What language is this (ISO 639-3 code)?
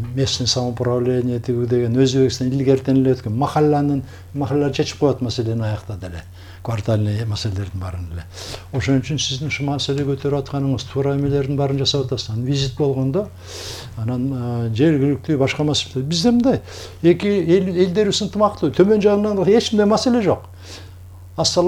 kir